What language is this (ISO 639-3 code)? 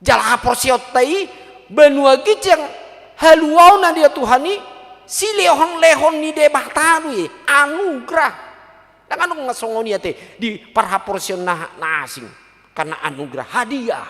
bbc